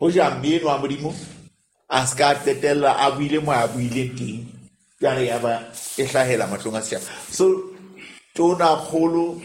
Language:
Southern Sotho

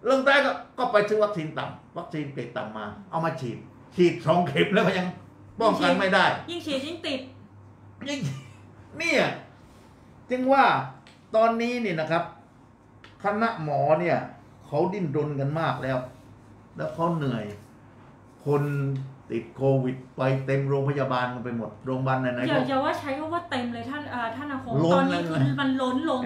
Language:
Thai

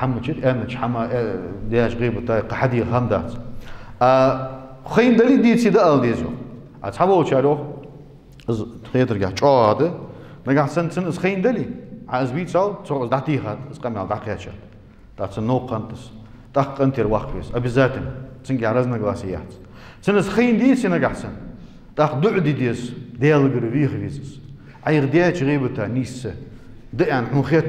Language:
Ingush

